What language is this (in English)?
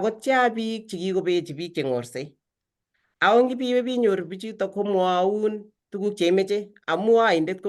Kalenjin